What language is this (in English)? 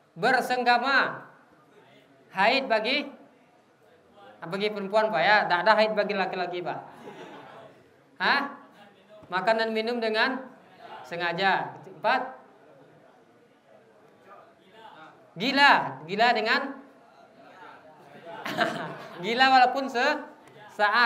Indonesian